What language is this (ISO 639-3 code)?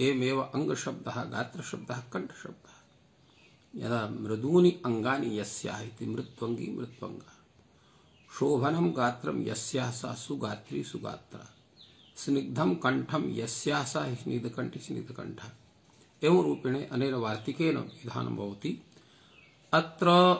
san